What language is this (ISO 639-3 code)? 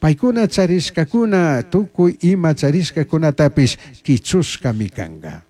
qug